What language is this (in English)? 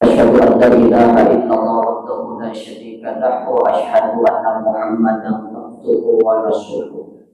Buginese